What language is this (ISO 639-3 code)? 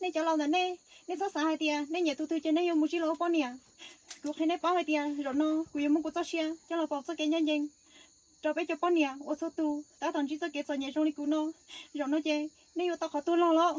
hmn